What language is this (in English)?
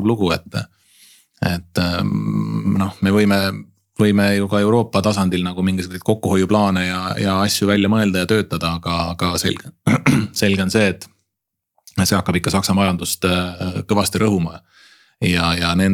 Estonian